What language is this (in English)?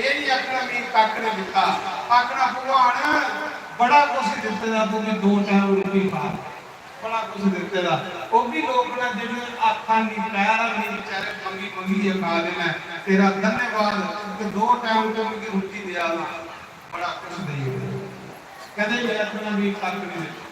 Dogri